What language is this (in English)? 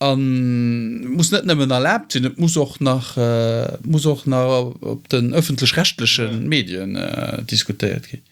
Luxembourgish